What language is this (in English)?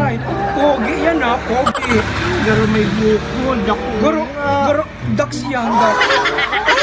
Bikol